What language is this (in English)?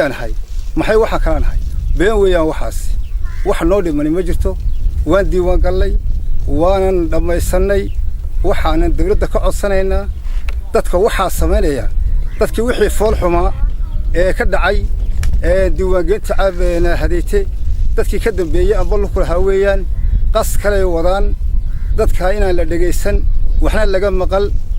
Somali